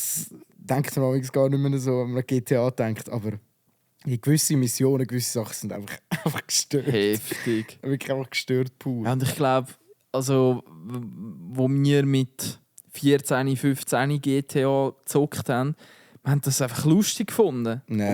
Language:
Swiss German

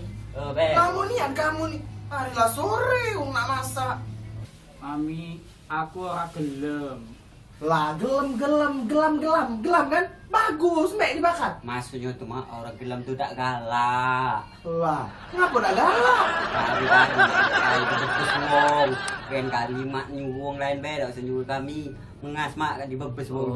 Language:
Musi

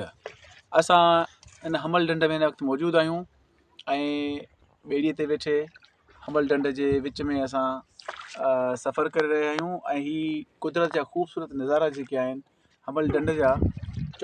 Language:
Sindhi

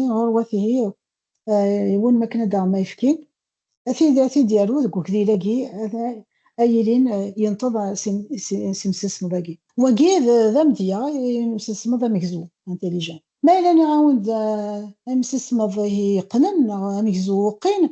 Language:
Kabyle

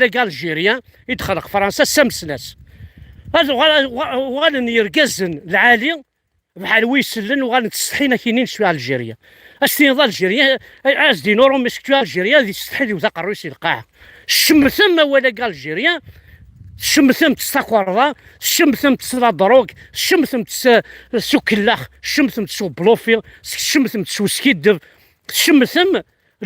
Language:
Kabyle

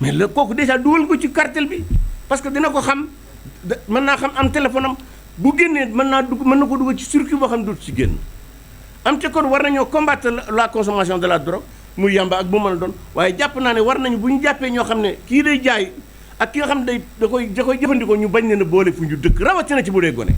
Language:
Wolof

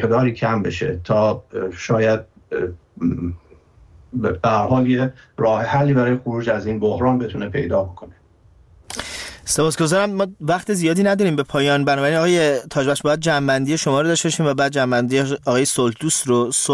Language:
Persian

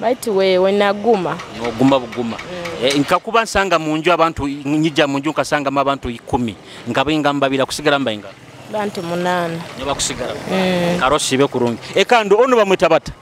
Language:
Nyoro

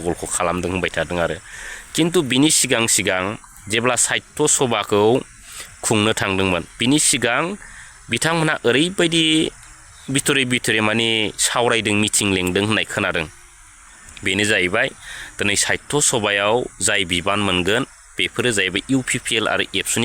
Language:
Bodo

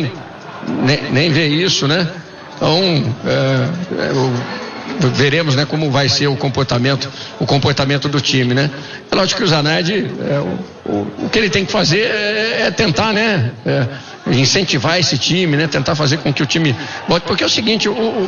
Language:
Portuguese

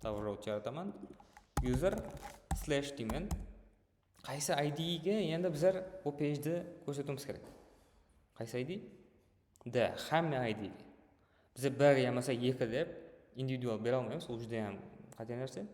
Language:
Kara-Kalpak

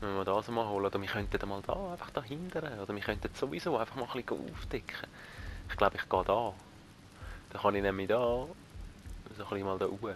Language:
Swiss German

